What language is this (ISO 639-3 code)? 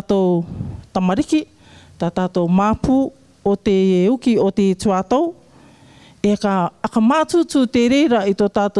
rar